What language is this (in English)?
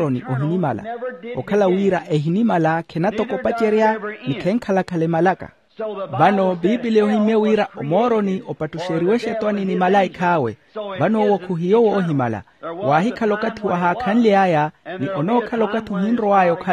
Makhuwa